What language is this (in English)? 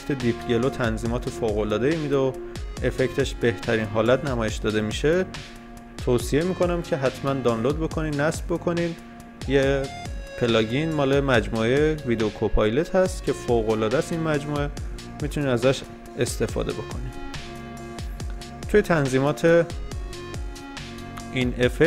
Persian